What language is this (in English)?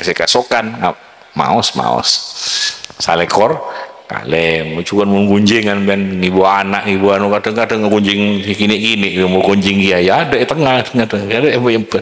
Madurese